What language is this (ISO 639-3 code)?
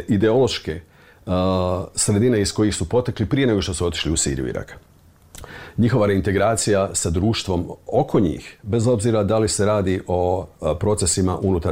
bos